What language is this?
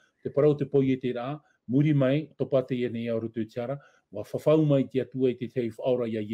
Tahitian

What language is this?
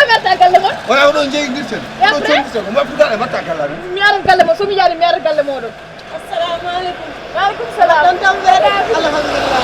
Fula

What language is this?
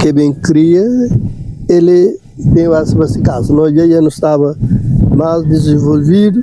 Kabuverdianu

